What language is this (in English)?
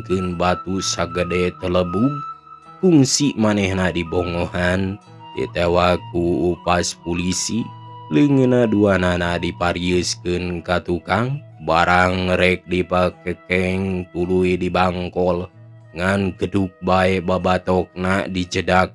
Sundanese